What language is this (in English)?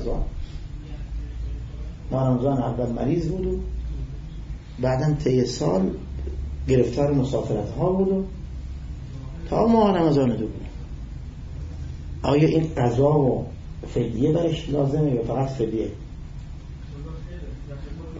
Persian